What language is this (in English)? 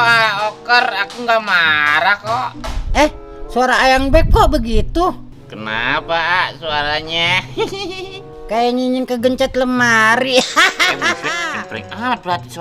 Betawi